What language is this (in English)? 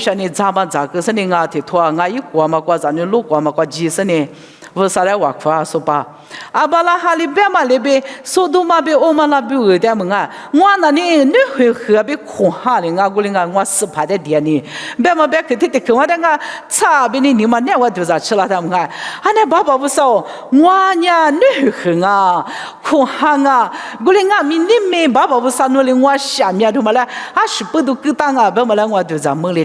Lisu